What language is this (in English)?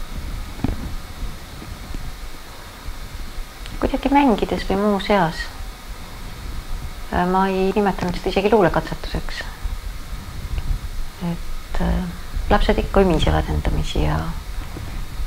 Estonian